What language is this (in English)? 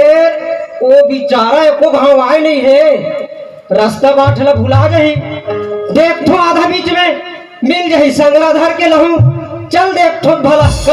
Chhattisgarhi